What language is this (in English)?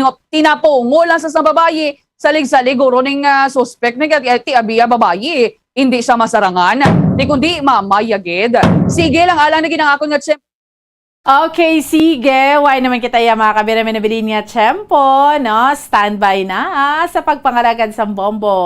Hiligaynon